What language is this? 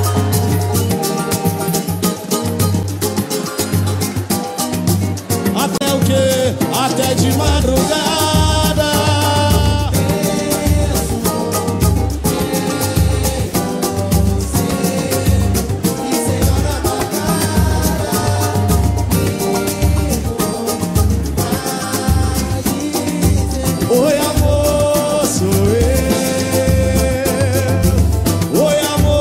Portuguese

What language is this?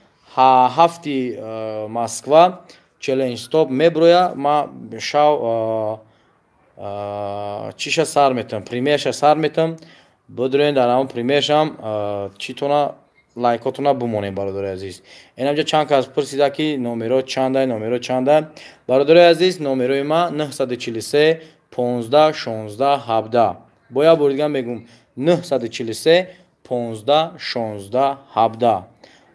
Tajik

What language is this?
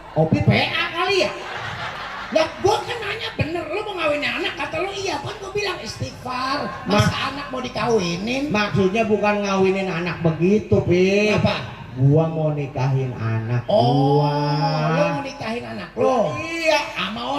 Betawi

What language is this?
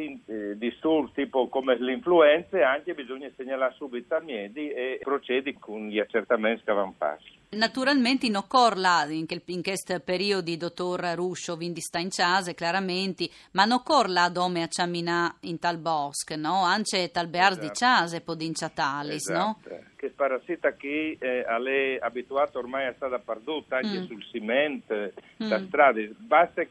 Friulian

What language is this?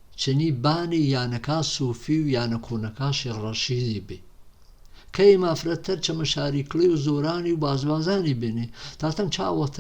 Gurani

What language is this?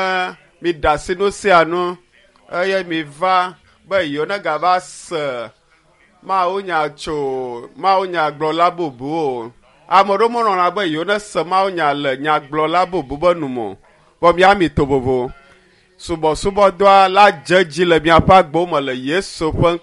Ewe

